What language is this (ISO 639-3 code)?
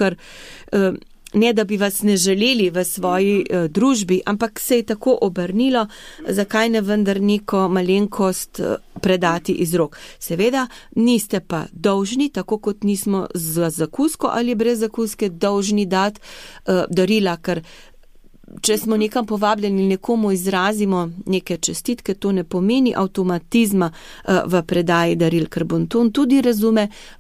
slv